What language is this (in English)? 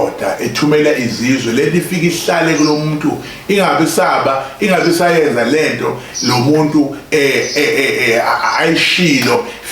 Zulu